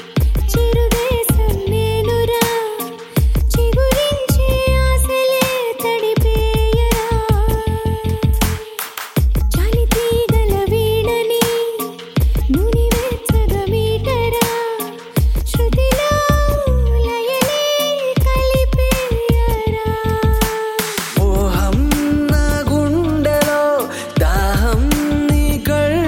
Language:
Telugu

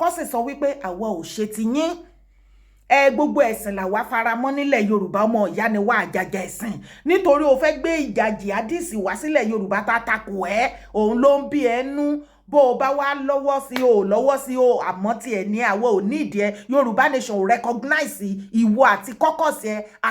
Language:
Yoruba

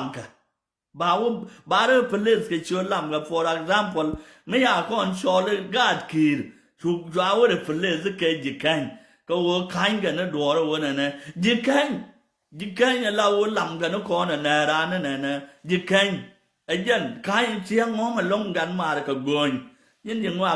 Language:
Nuer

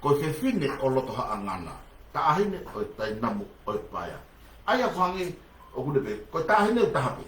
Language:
Tongan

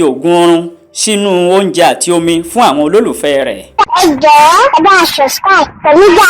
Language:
Yoruba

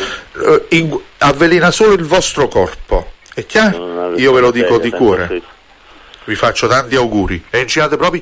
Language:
Italian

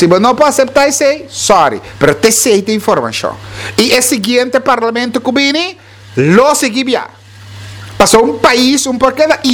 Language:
Papiamento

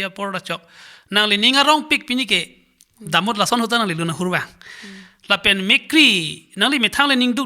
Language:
Karbi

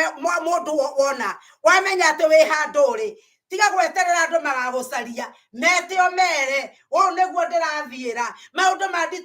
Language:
Kikuyu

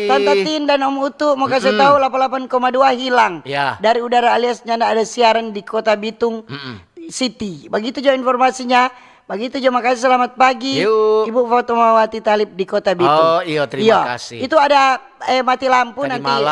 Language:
Manado Malay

